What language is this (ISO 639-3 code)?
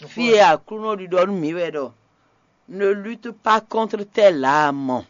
fon